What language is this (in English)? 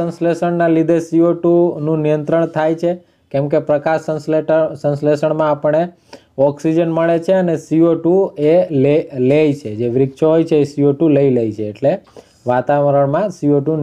Gujarati